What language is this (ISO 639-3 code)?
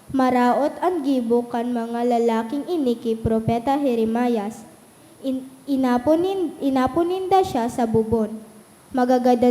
bik